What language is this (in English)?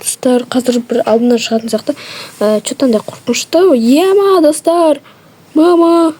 Kazakh